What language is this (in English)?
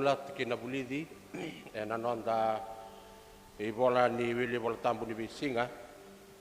Fijian